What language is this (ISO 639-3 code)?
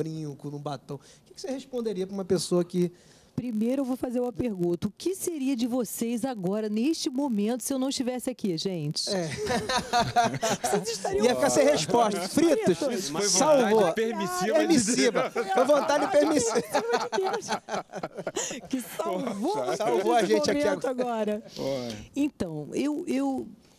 por